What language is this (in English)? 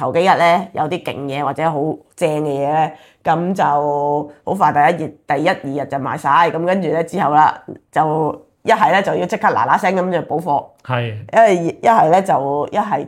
Cantonese